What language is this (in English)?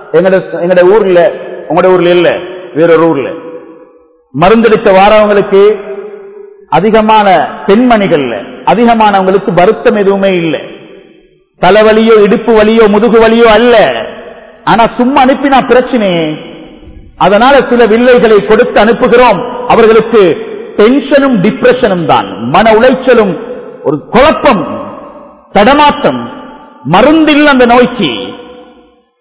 Tamil